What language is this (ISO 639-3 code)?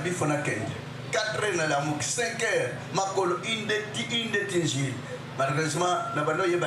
lin